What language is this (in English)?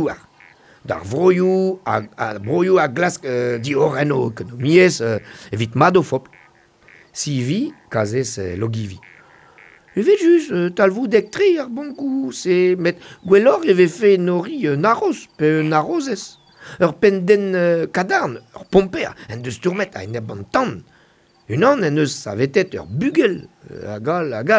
Breton